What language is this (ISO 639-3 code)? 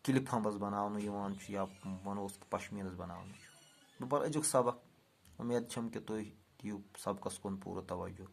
kas